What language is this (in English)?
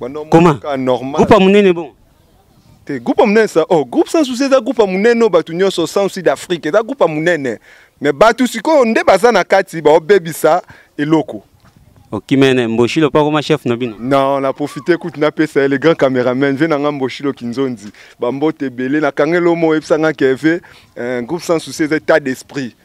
Lingala